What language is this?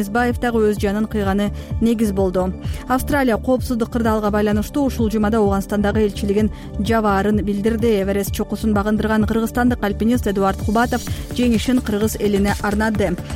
Kyrgyz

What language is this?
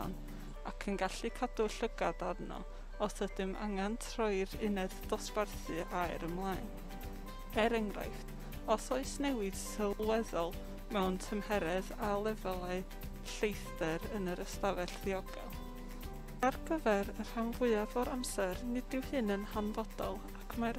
Welsh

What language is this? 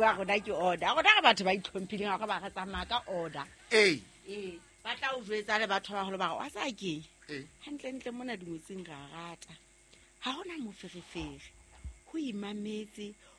Southern Sotho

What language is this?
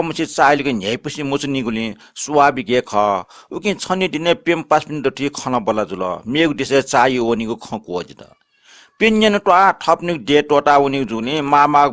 Newari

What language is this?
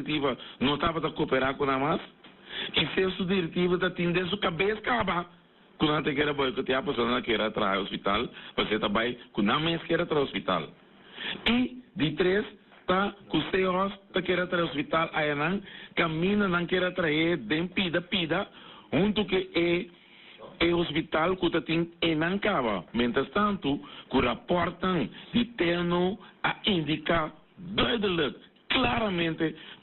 Papiamento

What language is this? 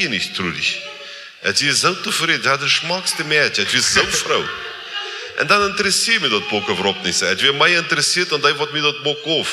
Plautdietsch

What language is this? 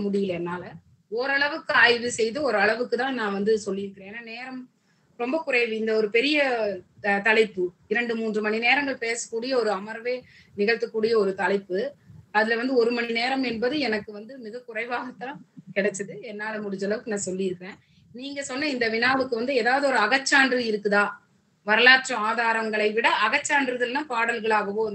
Tamil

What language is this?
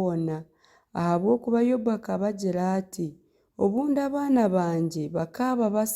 Nyankole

